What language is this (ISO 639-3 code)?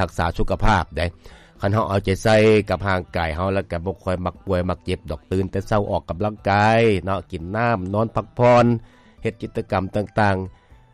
lao